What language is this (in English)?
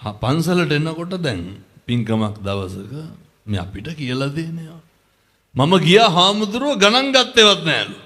Sinhala